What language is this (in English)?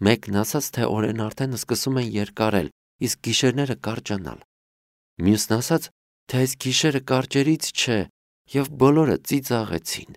Armenian